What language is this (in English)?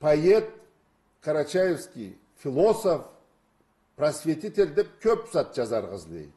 Karachay-Balkar